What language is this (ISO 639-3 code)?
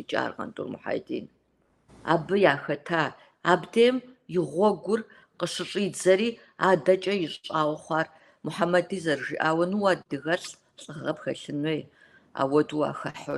kbd